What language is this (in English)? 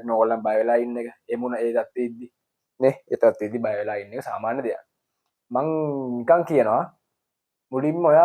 Sinhala